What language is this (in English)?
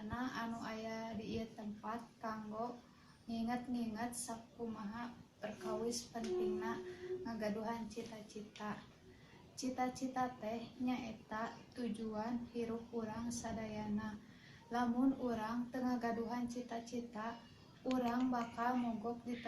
Sundanese